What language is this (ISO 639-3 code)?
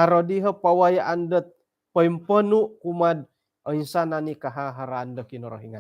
dtp